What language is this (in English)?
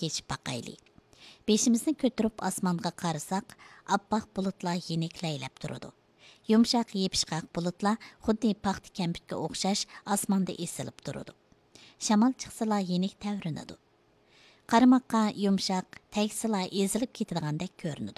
Uyghur